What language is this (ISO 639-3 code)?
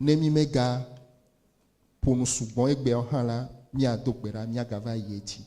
ewe